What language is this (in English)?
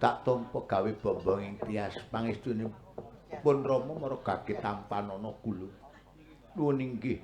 Javanese